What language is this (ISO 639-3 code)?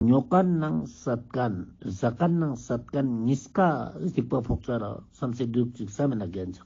lbj